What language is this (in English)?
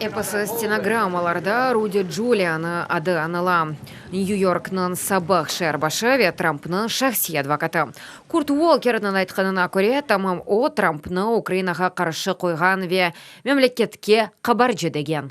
Crimean Tatar